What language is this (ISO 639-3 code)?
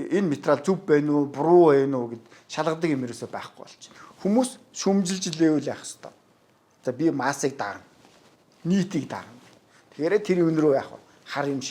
mon